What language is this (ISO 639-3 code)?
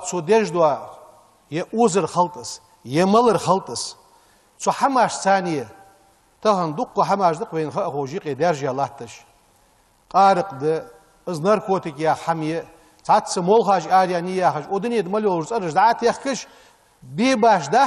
inh